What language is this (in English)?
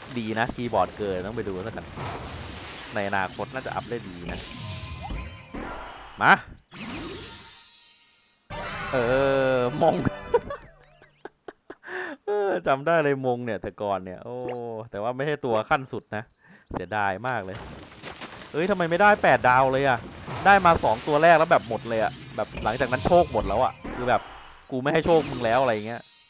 Thai